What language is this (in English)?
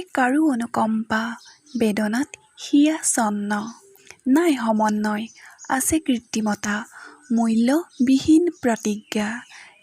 Assamese